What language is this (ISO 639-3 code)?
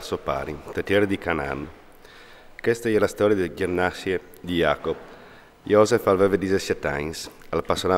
fur